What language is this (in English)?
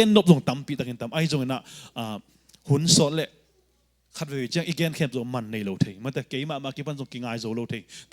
Tedim Chin